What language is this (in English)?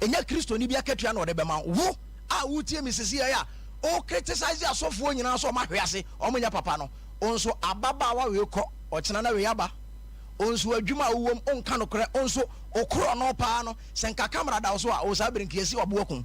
Akan